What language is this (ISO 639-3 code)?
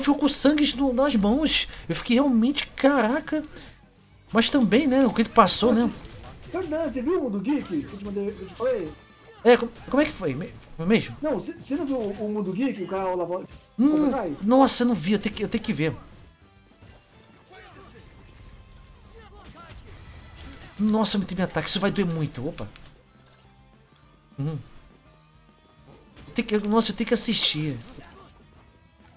por